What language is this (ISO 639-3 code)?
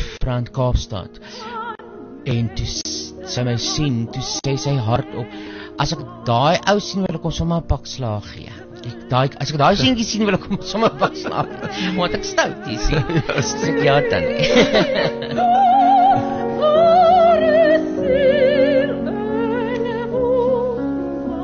afr